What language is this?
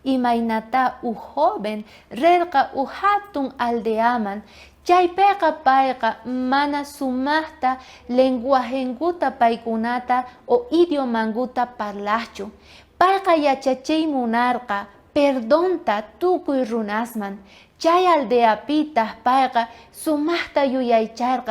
South Bolivian Quechua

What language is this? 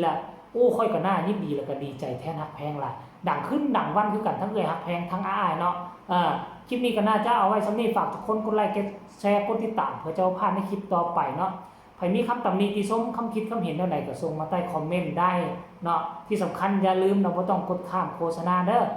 Northeastern Thai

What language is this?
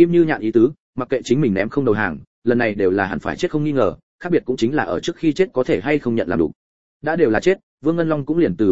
Vietnamese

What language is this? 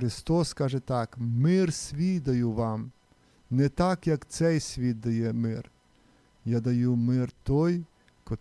Ukrainian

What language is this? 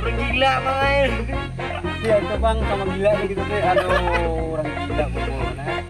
Banjar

